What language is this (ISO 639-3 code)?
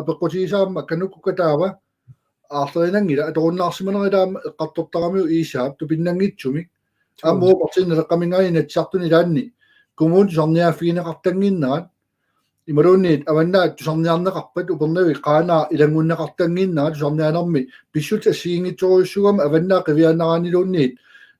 kal